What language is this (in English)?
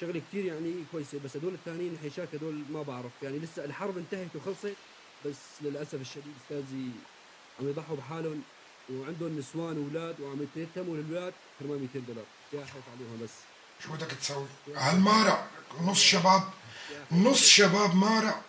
North Levantine Arabic